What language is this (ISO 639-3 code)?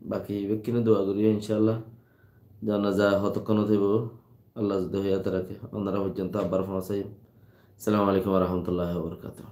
rhg